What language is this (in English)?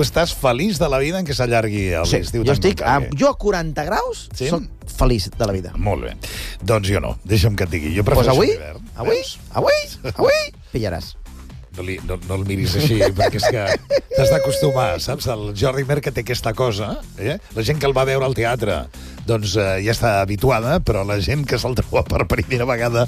Catalan